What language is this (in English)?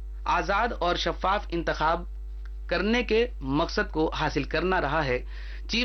Urdu